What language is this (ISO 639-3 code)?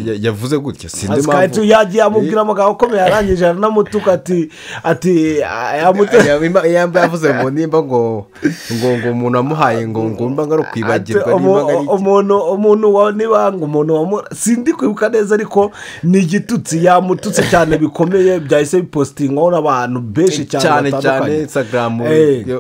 kin